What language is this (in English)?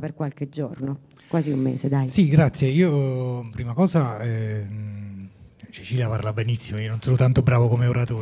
Italian